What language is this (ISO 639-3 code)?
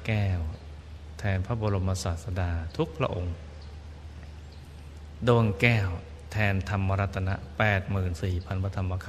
tha